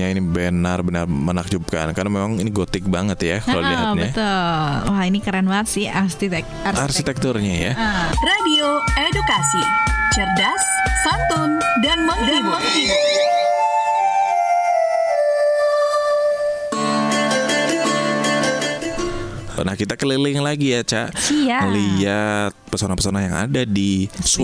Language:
Indonesian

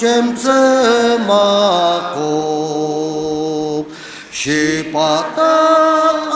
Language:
Ao Naga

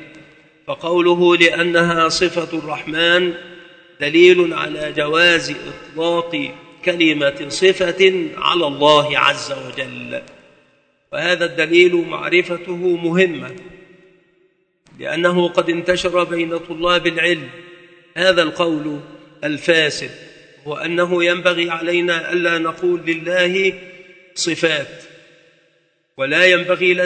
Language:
Arabic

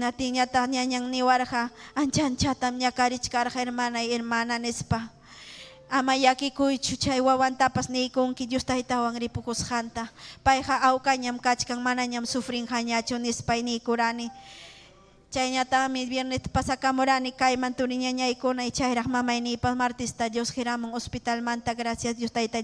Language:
Ayacucho Quechua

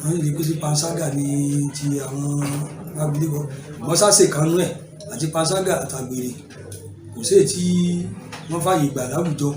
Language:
Yoruba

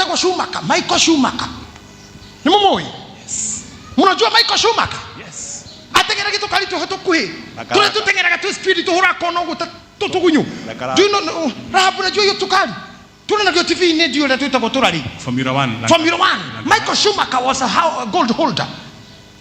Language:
Kikuyu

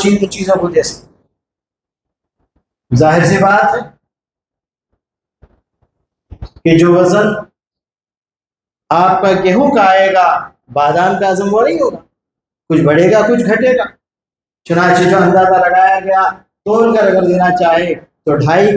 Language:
Urdu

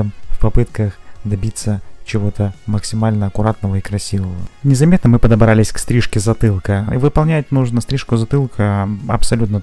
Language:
Russian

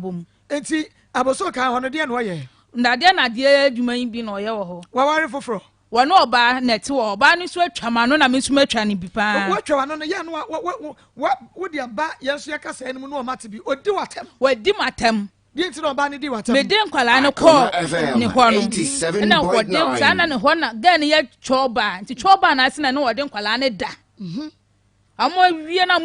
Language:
Akan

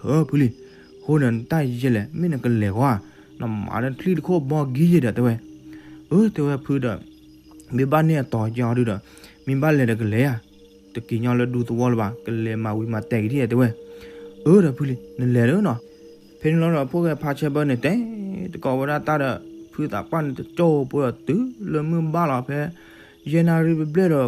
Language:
S'gaw Karen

